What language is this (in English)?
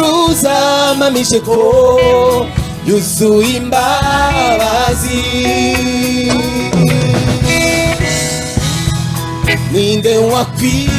Kinyarwanda